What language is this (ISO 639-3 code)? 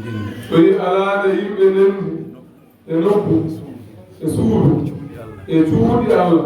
ful